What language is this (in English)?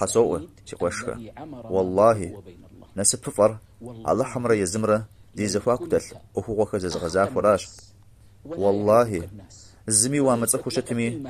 Kabardian